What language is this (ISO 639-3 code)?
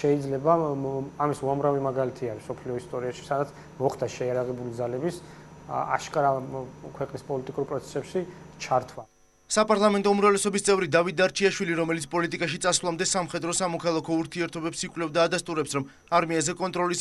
kat